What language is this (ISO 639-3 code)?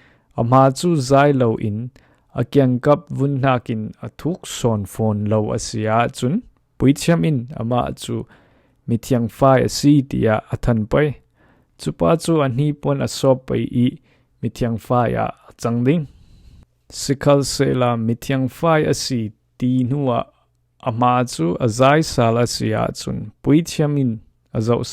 cfm